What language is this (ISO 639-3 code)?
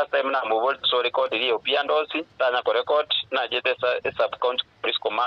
guz